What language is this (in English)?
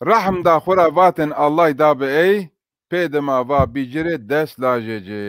Zaza